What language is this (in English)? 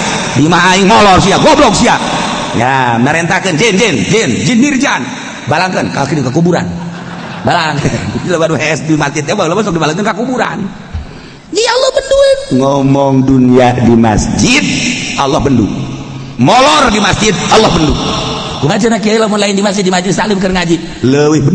Sundanese